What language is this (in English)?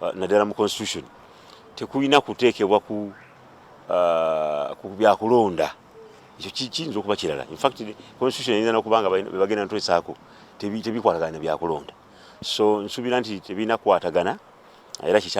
Ganda